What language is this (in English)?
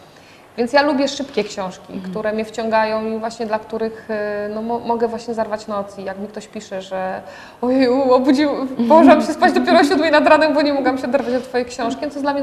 Polish